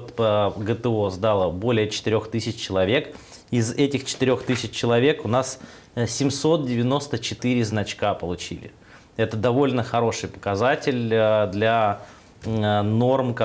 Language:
Russian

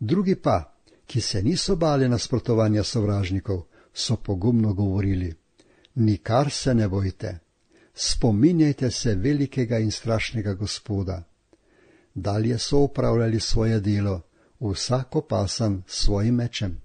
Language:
Slovenian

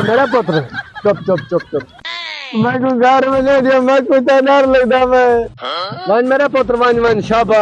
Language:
Saraiki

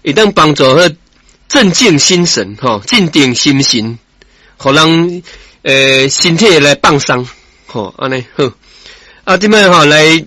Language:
Min Nan Chinese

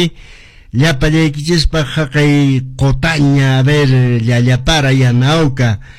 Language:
Quechua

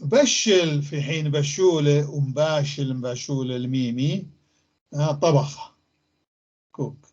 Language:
North Levantine Arabic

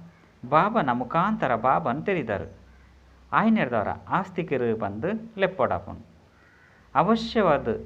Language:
Tulu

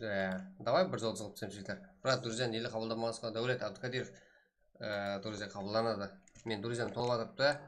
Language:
Kara-Kalpak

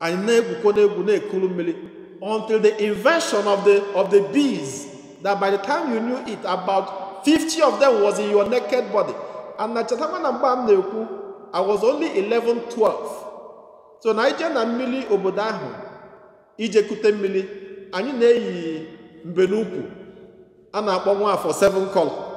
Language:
Igbo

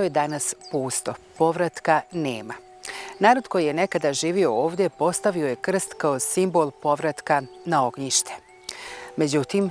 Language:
Bosnian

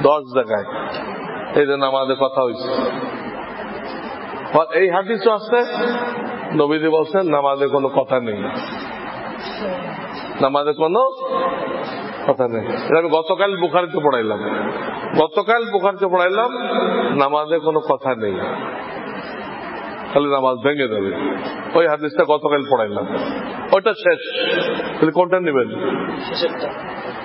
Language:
Bangla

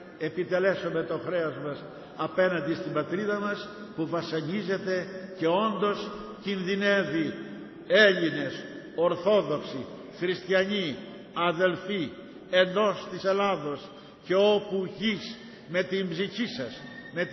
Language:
Greek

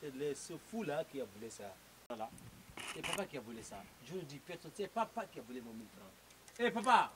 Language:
Fula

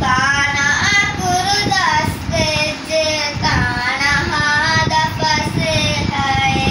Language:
Divehi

